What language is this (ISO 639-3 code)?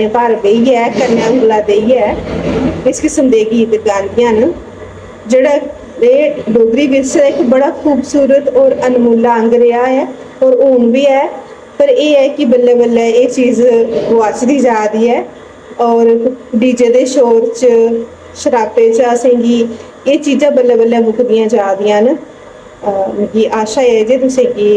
doi